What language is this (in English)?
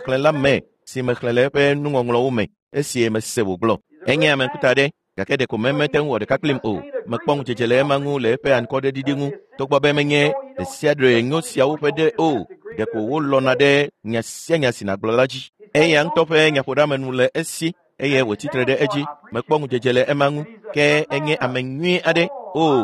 Ewe